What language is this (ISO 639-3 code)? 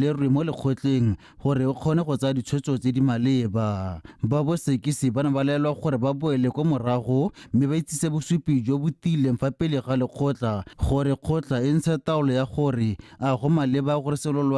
tsn